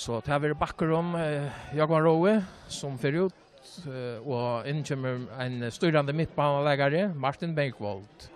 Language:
Faroese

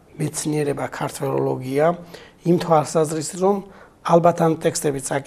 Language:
Georgian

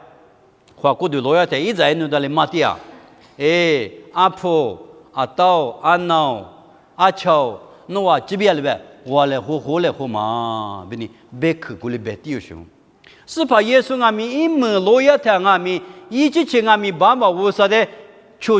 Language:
Lisu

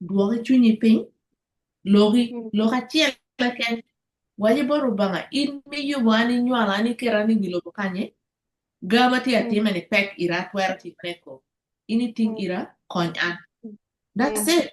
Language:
Acoli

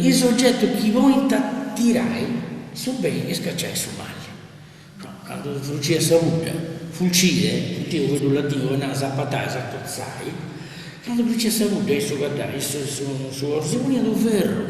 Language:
Sardinian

